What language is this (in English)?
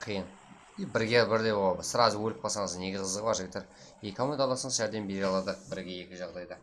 Kara-Kalpak